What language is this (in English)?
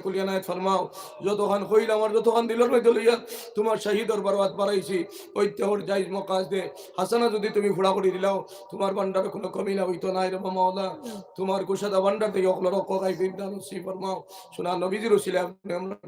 Sylheti